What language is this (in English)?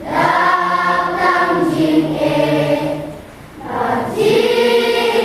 Khasi